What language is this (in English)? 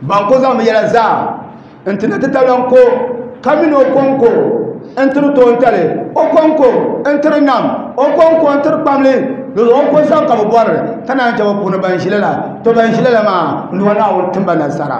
Dagbani